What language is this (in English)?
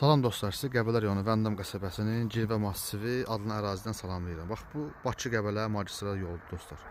Azerbaijani